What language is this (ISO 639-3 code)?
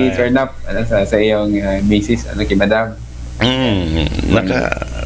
bik